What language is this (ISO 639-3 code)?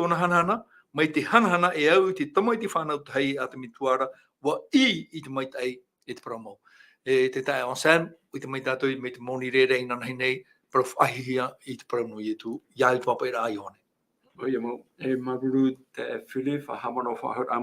tah